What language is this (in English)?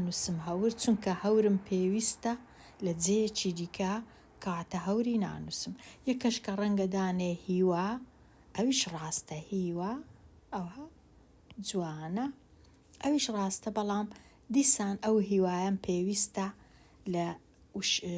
Central Kurdish